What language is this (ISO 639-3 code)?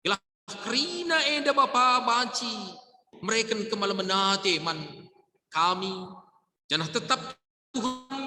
btx